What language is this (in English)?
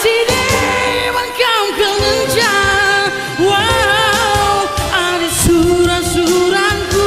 Batak Karo